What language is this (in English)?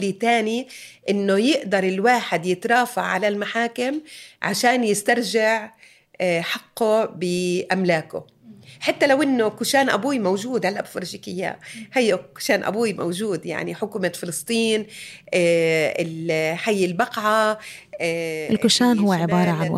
North Levantine Arabic